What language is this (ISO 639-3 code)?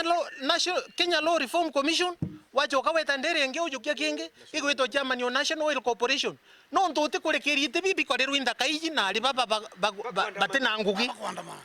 mer